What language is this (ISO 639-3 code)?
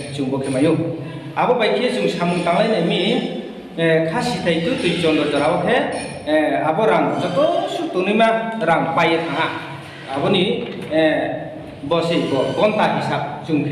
ria